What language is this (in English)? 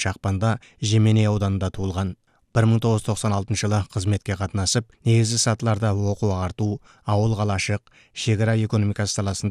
Kazakh